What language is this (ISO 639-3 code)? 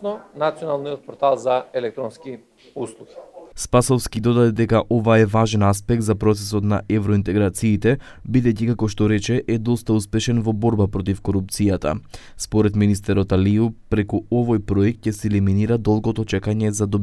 mkd